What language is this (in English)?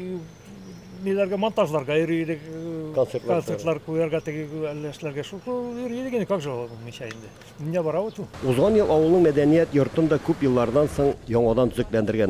Tatar